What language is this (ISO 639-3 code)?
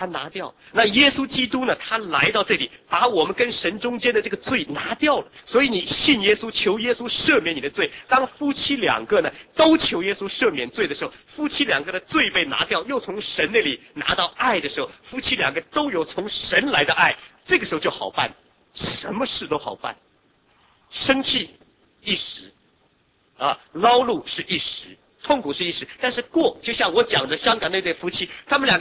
zho